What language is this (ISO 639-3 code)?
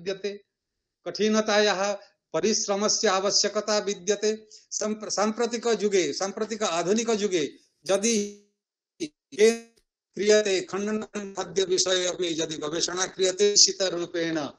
san